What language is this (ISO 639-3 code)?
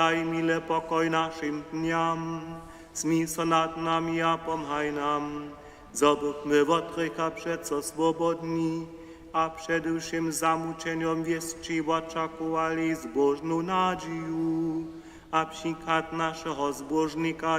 hsb